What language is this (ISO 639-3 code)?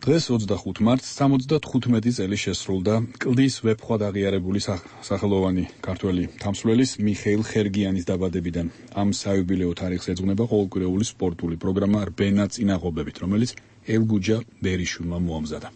kat